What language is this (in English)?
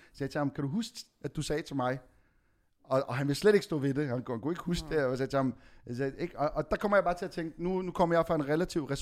Danish